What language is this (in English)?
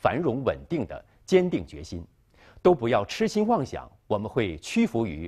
Chinese